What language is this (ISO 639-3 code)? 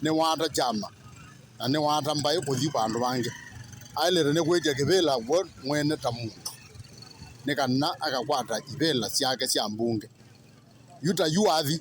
kam